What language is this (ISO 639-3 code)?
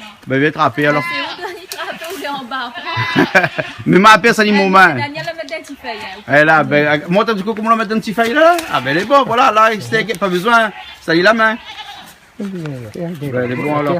rcf